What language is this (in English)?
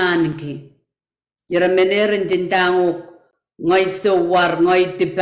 Pohnpeian